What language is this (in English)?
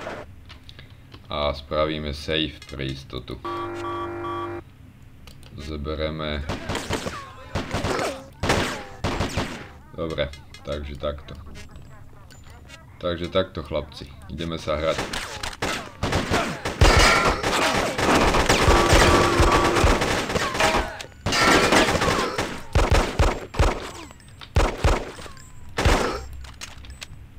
Slovak